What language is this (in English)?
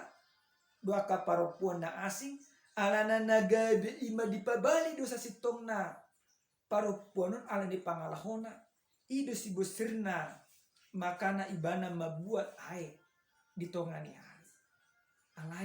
Batak Toba